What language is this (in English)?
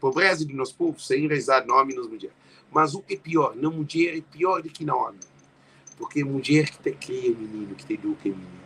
Kabuverdianu